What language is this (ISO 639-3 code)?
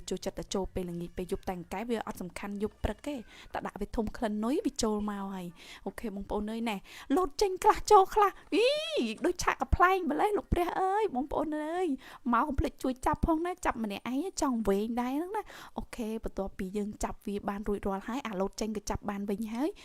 khm